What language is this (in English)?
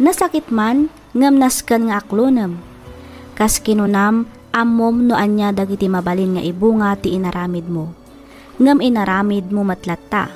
Iloko